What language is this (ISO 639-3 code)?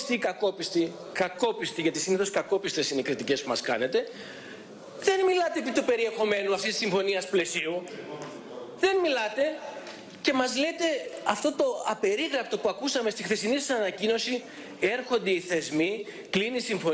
ell